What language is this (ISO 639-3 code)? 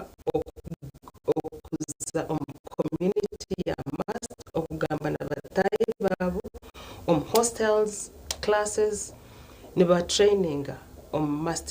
nyn